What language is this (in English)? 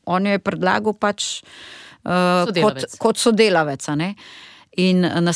Slovenian